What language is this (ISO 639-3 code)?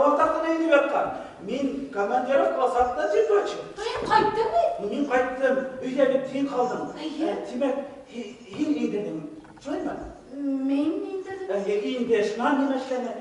bak